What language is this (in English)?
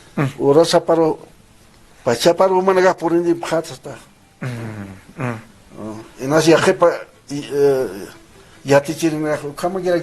Aymara